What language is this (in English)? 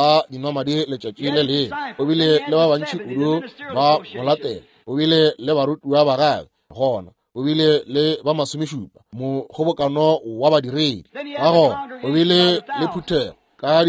Northern Sotho